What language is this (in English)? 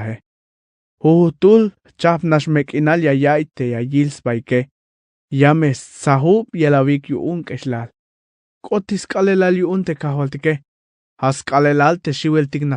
Tzeltal